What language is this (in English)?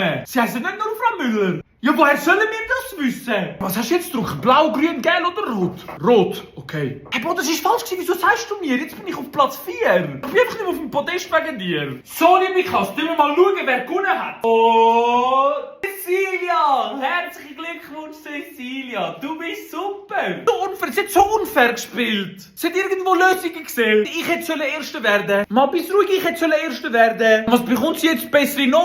Swiss German